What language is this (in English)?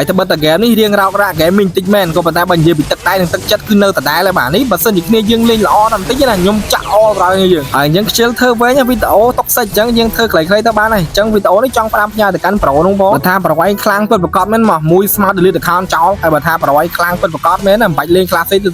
Khmer